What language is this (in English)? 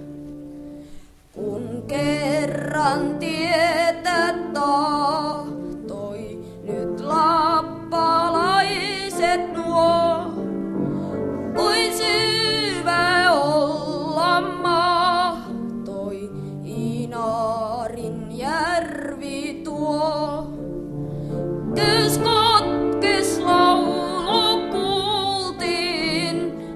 Finnish